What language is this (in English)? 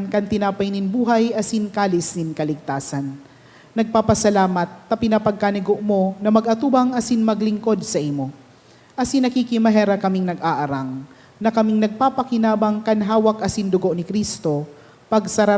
Bikol